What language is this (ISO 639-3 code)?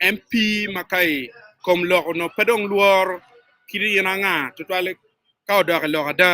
ach